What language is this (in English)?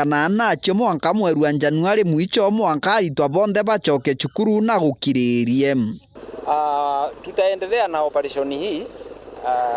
Meru